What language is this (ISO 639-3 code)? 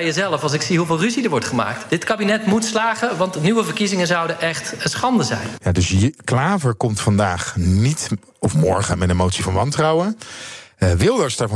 nld